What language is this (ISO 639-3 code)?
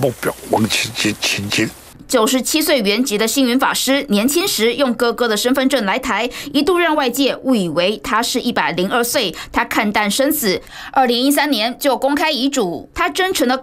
zho